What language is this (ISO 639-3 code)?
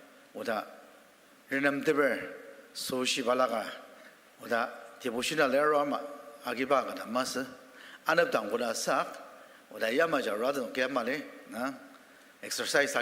njo